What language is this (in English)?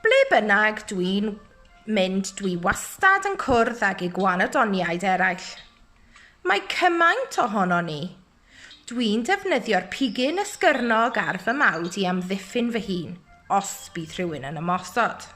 Welsh